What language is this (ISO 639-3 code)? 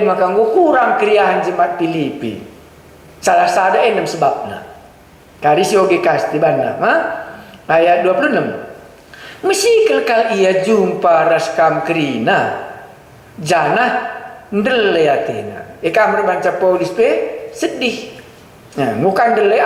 btx